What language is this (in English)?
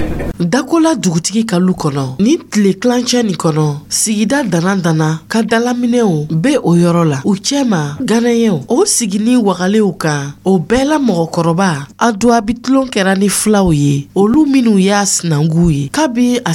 Dyula